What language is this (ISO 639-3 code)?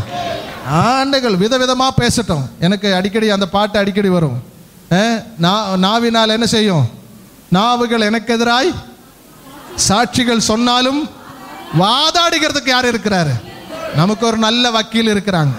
tam